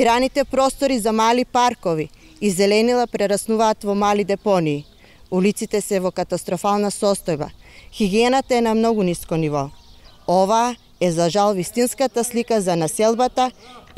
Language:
Macedonian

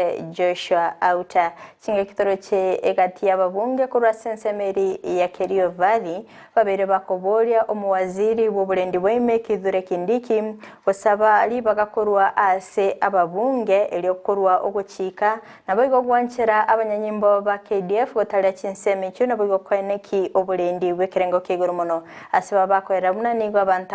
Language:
Gusii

